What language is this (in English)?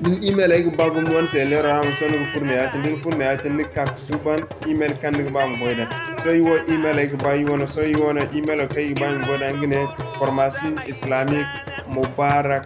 Zarma